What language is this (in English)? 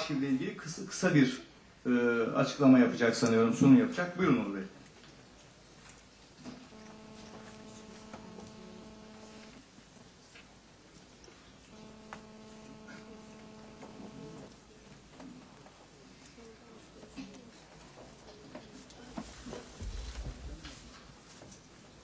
Turkish